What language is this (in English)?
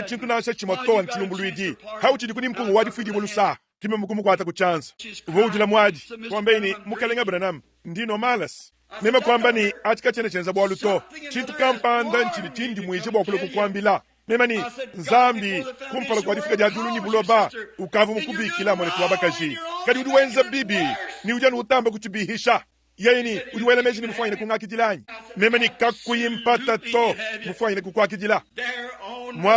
Luba-Lulua